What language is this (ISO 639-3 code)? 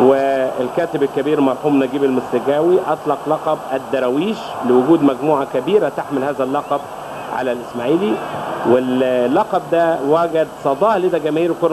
arz